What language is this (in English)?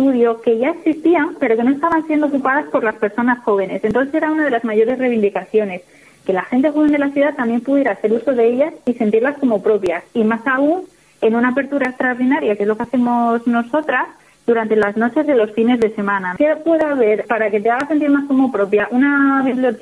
Spanish